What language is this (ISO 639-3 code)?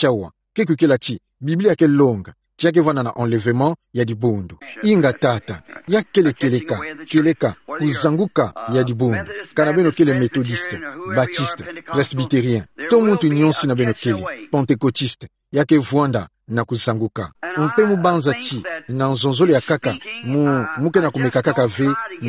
ktu